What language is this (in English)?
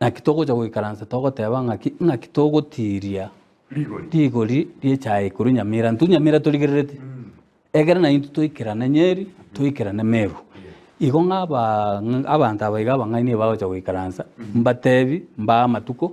Gusii